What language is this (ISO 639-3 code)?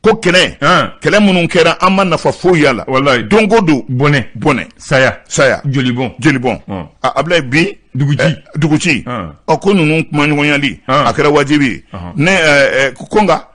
bam